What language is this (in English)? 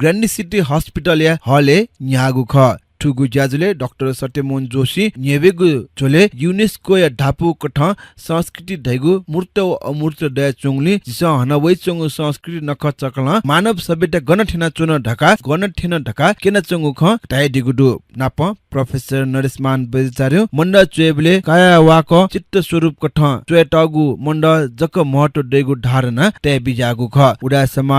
Newari